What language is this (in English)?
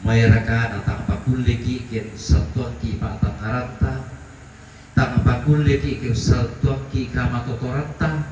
Toraja-Sa'dan